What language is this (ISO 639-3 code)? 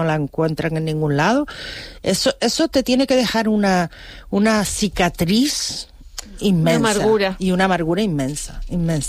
spa